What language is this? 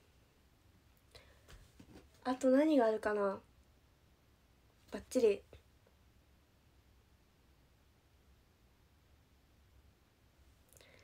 Japanese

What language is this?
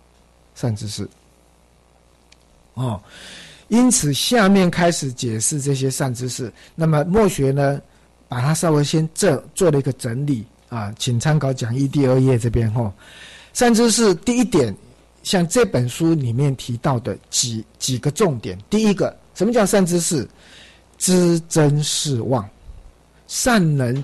Chinese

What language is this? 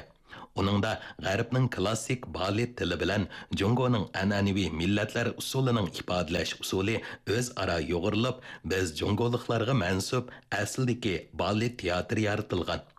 Uyghur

